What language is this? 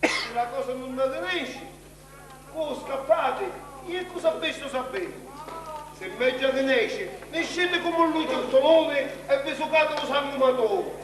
Sicilian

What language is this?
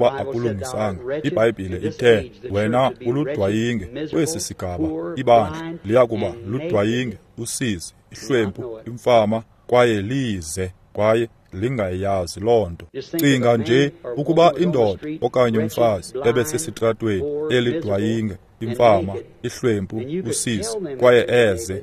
Xhosa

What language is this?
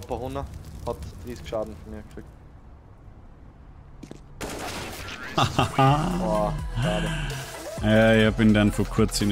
German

